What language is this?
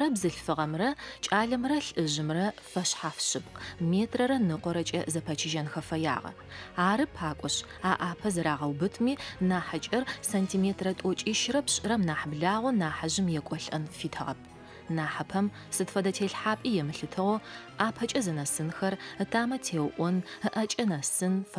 Adyghe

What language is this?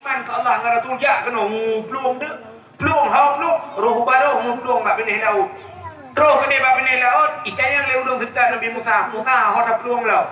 Achinese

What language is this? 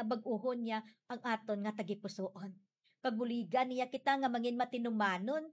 Hiligaynon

